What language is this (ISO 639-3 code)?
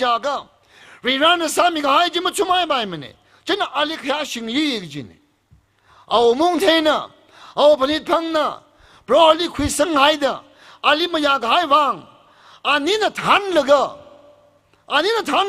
nmf